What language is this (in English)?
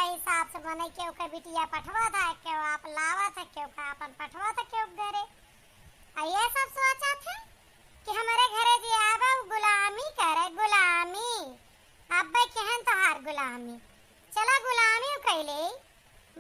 Awadhi